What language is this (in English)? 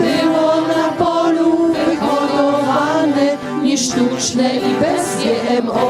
Silesian